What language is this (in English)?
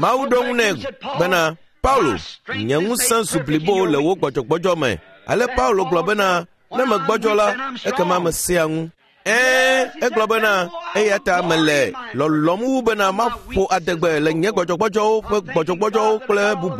Ewe